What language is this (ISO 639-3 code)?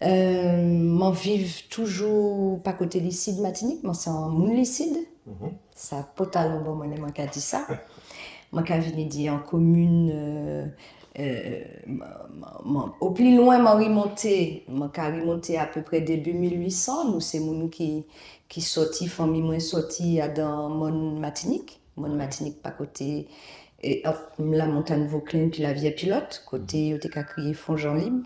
gcf